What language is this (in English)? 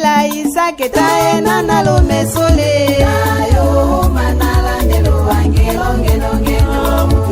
Tetela